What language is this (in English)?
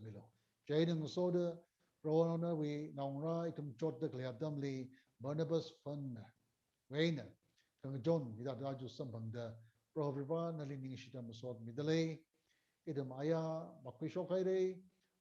Tangkhul Naga (India)